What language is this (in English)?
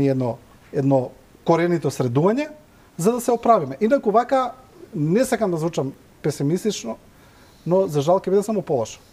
Macedonian